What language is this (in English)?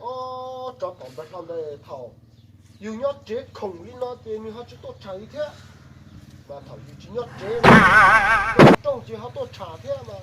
Hmong